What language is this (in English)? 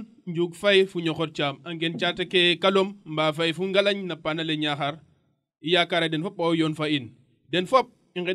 Serer